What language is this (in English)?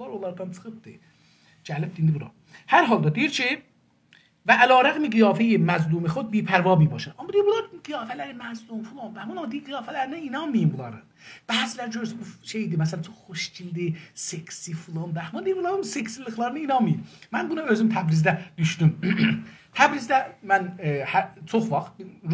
South Azerbaijani